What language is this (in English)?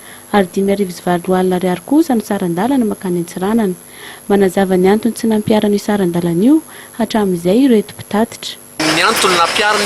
Malagasy